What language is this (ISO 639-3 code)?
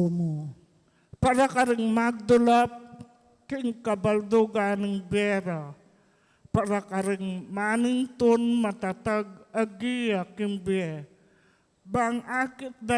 pam